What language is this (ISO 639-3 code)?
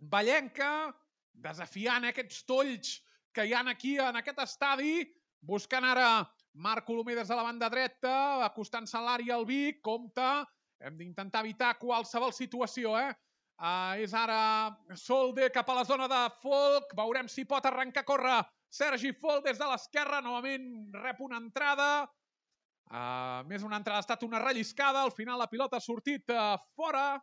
cat